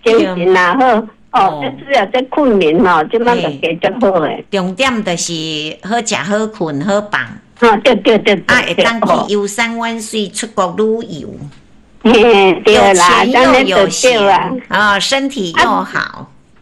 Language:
Min Nan Chinese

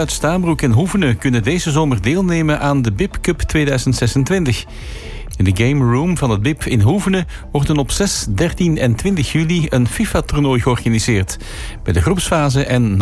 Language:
Dutch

